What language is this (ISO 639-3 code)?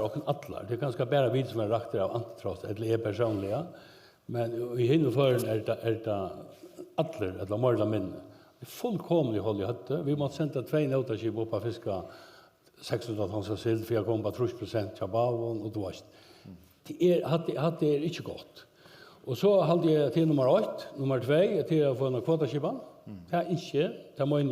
fao